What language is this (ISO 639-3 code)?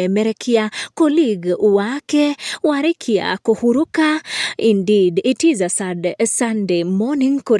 kik